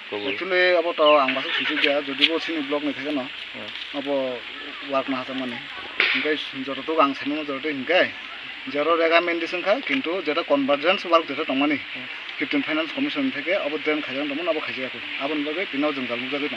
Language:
Kok Borok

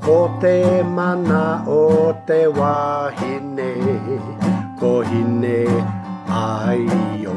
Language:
Māori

